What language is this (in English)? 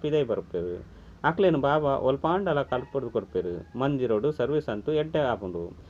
Tulu